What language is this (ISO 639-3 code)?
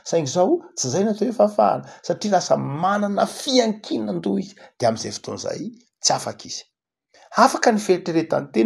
mlg